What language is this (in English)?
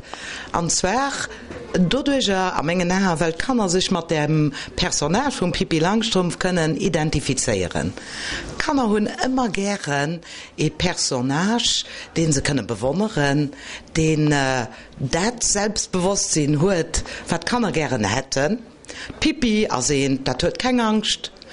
Luxembourgish